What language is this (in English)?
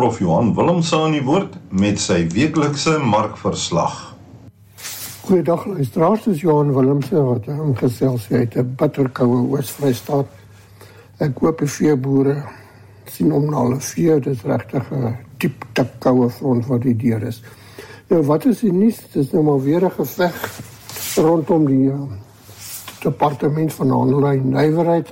Afrikaans